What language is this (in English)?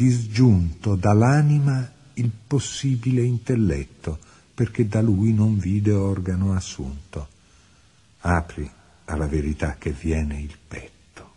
Italian